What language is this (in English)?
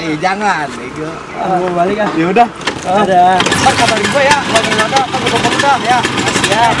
Betawi